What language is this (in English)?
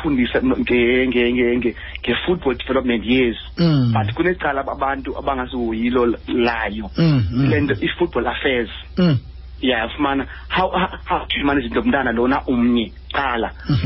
Xhosa